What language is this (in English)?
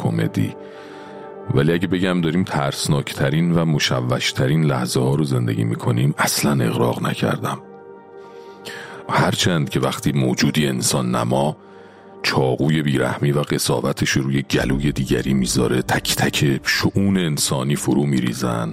Persian